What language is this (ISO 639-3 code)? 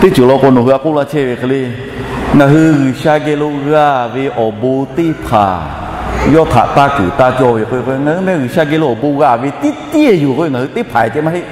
lhu